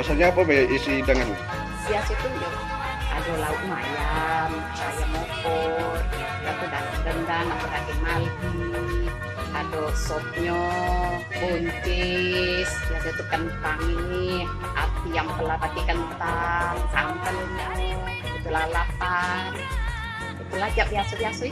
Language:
Musi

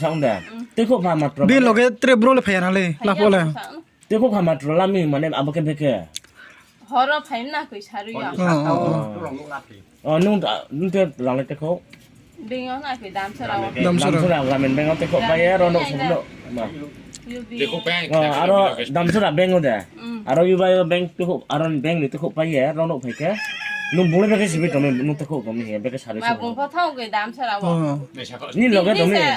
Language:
Riang (India)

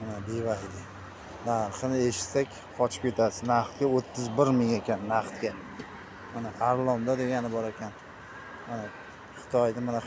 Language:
Uzbek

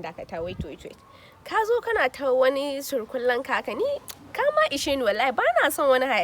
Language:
Hausa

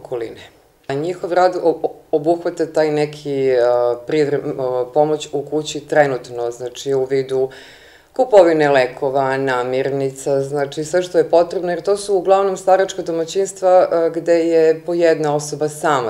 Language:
Serbian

